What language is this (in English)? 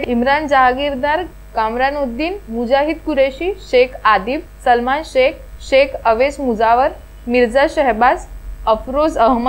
Marathi